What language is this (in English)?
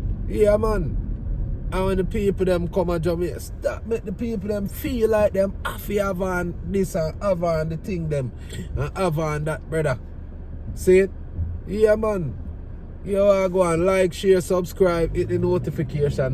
Jamaican Creole English